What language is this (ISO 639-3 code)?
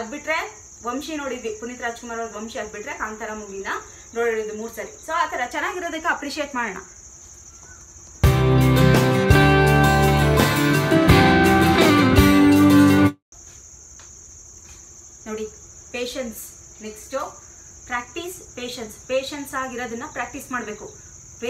kan